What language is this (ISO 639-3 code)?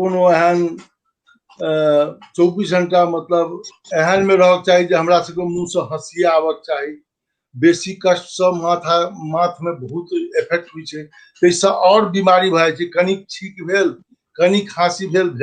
mai